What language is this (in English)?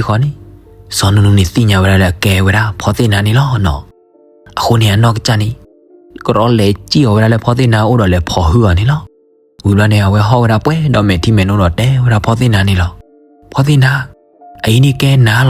S'gaw Karen